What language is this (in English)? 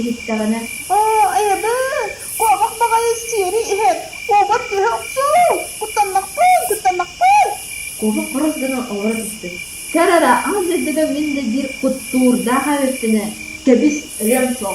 Yakut